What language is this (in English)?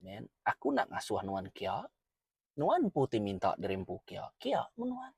Iban